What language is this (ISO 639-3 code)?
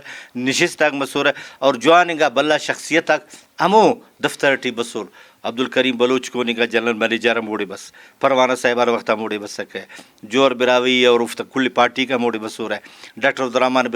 brh